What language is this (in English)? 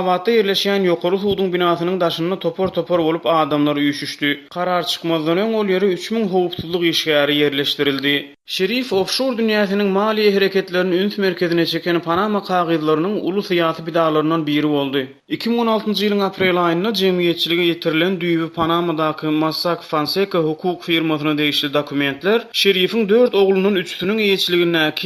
Turkmen